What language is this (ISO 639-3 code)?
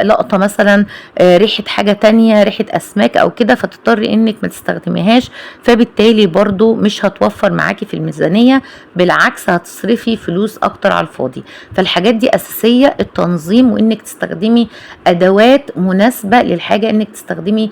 arz